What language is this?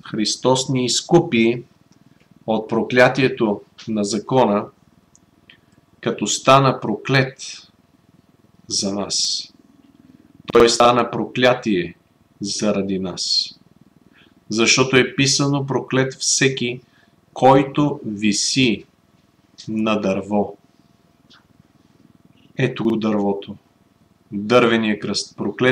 Bulgarian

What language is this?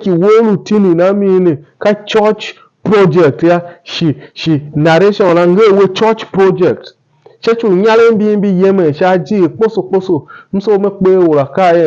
Tiv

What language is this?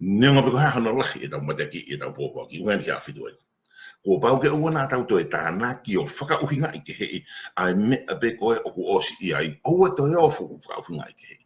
Tongan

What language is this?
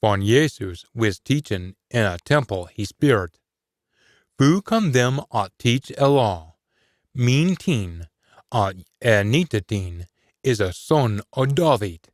Scots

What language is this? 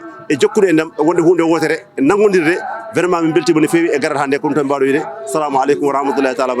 Fula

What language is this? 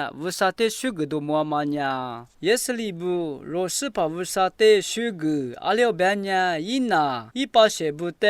Lisu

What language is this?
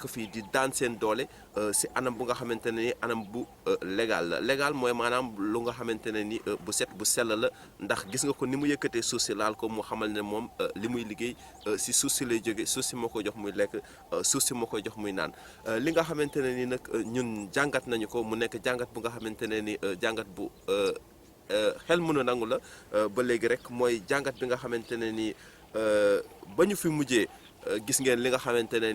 Wolof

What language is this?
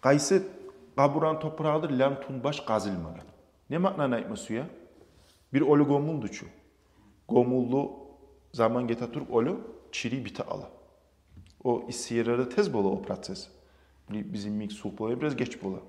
Kumyk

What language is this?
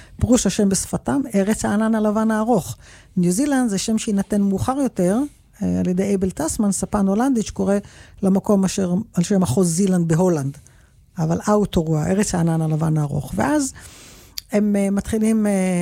Hebrew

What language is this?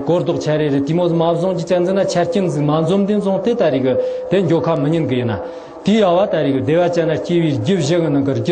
Tibetan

